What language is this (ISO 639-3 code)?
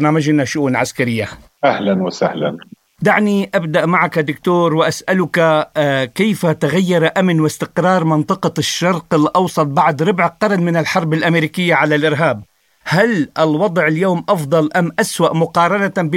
ara